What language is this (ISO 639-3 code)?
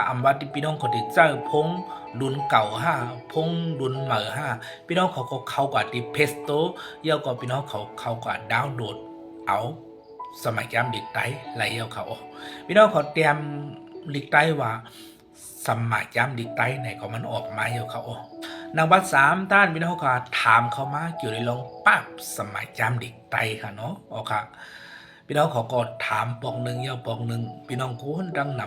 shn